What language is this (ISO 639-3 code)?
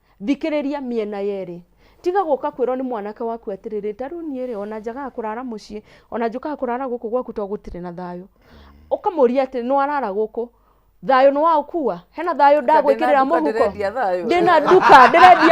kik